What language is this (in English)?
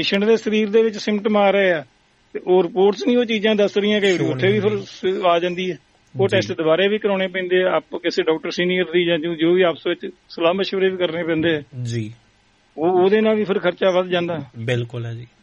Punjabi